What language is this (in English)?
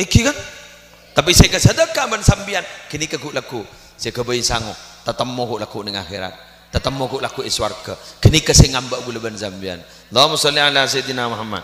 Madurese